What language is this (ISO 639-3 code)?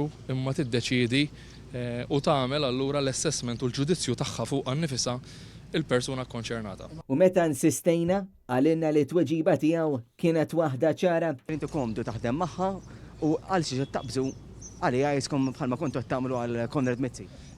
mlt